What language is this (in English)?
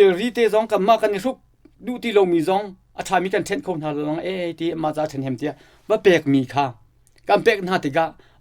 Hakha Chin